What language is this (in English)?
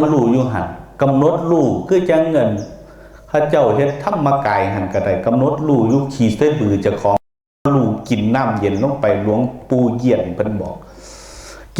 Lao